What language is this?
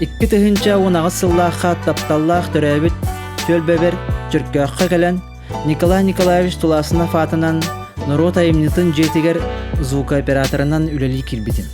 Yakut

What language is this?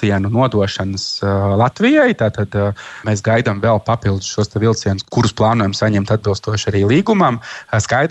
Latvian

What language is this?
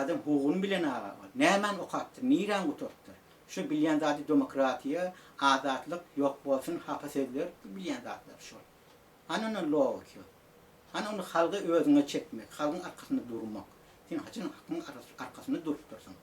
Turkmen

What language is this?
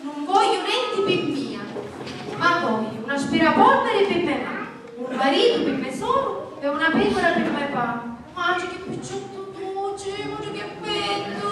Sicilian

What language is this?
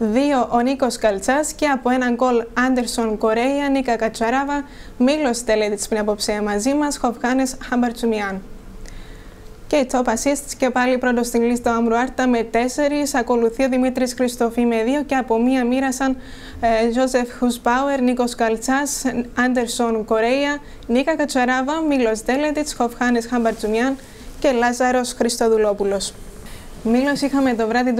Greek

